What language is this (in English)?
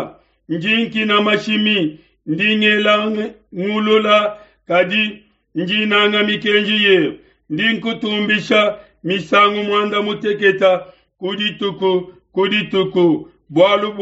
Luba-Lulua